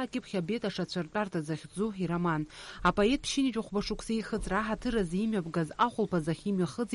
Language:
Abkhazian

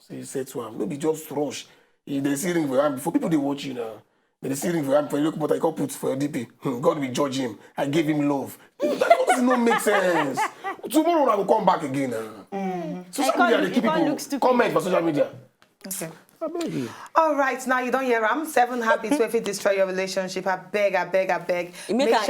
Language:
Nigerian Pidgin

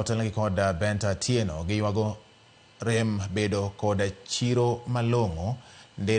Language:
Luo (Kenya and Tanzania)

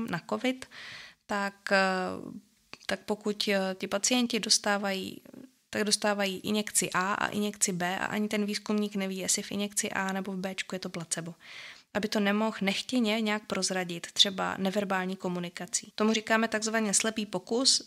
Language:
Czech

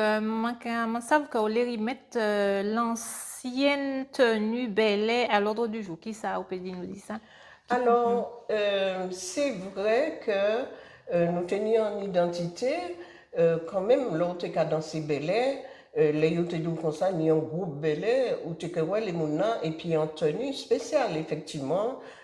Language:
Guadeloupean Creole French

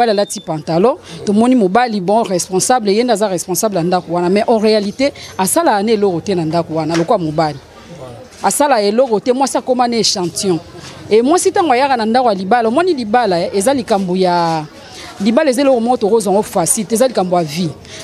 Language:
Lingala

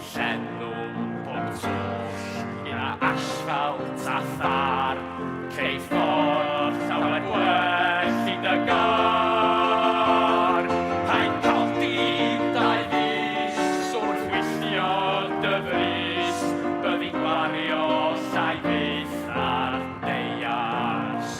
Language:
Welsh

